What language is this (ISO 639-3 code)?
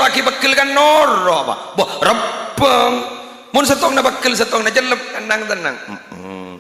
mad